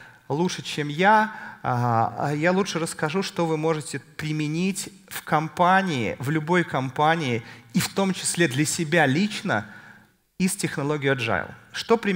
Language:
Russian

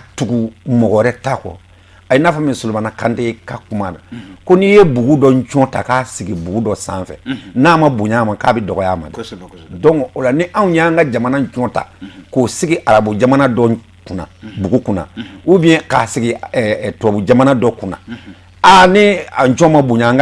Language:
Bambara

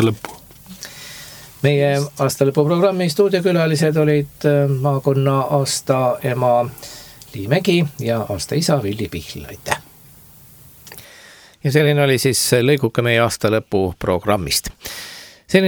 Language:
Estonian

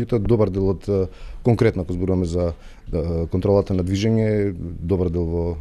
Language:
Macedonian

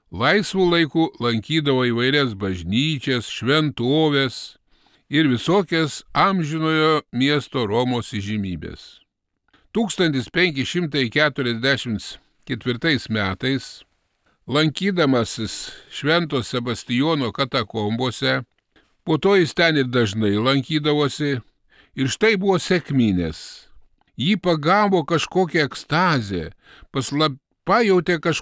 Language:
Lithuanian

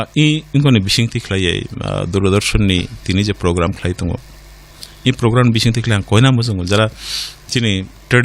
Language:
Kok Borok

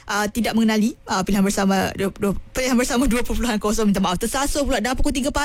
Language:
Malay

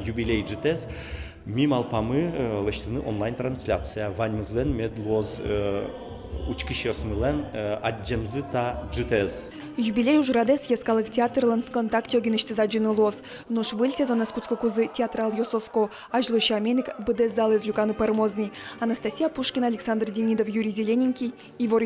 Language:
Udmurt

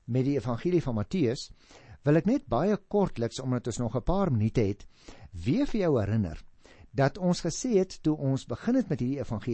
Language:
Afrikaans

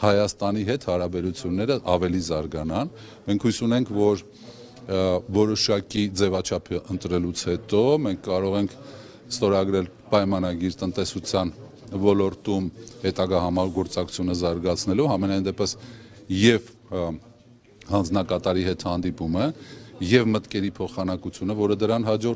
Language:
Armenian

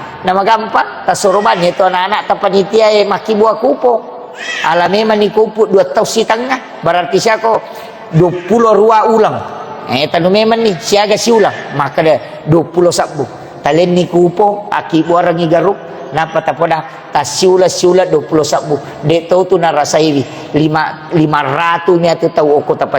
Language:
Buginese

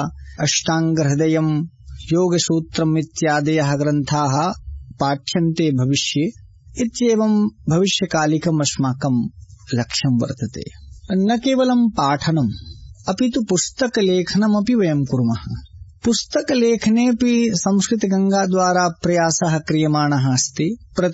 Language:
Sanskrit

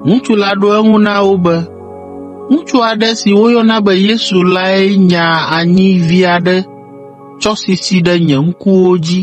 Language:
Ewe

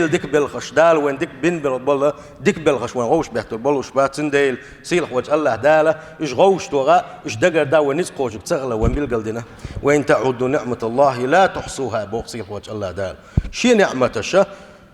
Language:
Chechen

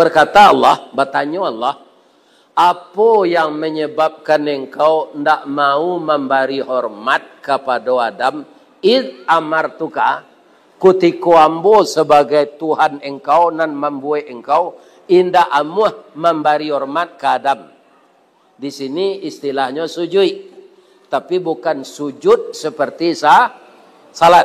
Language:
Minangkabau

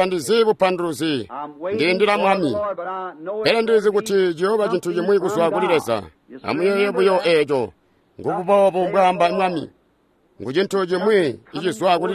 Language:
Tonga (Zambia)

